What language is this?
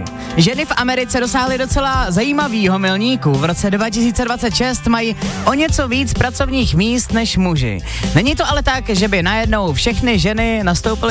Czech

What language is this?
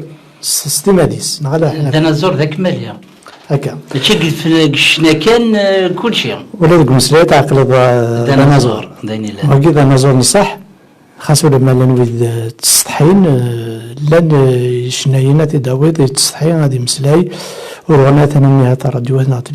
Kabyle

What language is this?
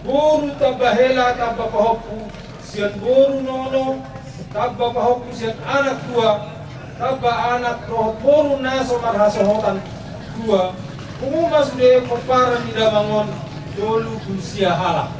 Batak Toba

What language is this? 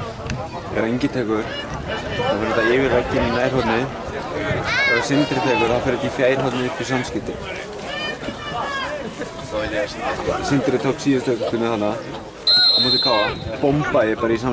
Icelandic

